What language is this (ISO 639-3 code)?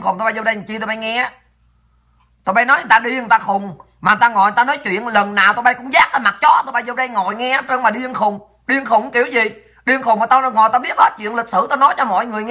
vie